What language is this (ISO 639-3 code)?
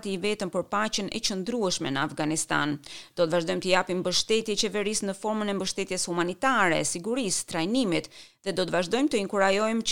sqi